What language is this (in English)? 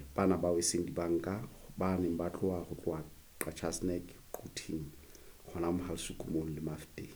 Southern Sotho